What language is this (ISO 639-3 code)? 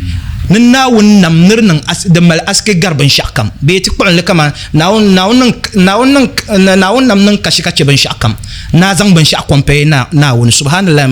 dag